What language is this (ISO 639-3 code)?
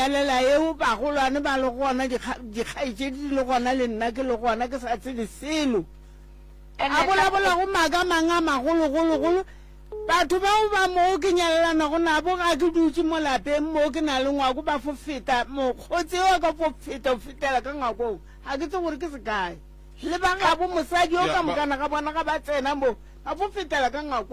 nso